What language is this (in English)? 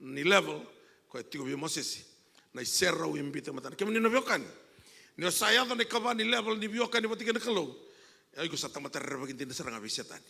Fijian